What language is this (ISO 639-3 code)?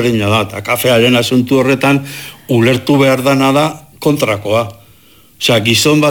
eus